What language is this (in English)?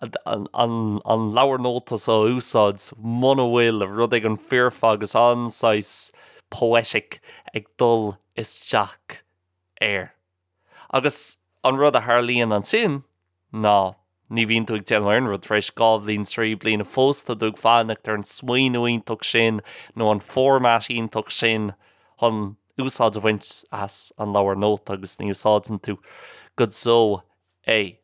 Irish